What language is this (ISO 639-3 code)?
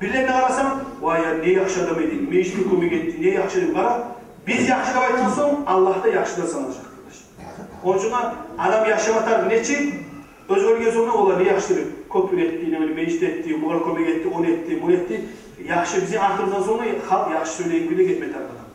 kum